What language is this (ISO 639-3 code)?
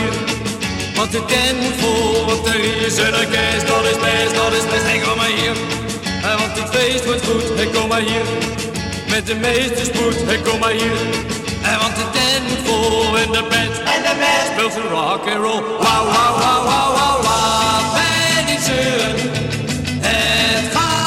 nld